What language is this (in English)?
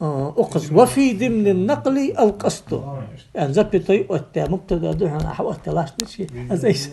Ingush